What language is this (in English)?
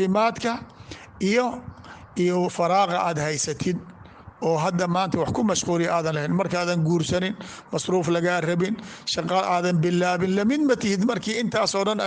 Somali